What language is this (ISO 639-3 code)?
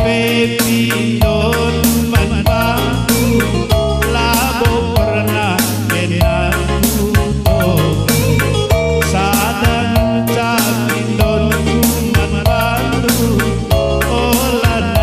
btx